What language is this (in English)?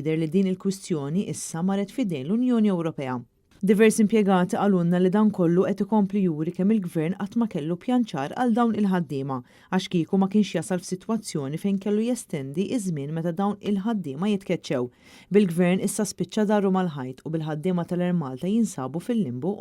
Maltese